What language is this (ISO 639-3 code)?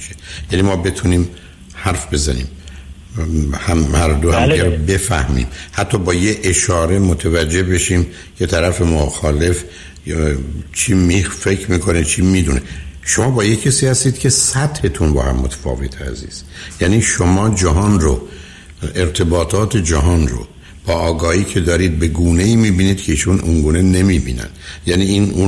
fas